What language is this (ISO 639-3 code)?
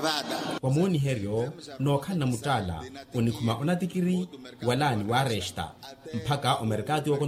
vmw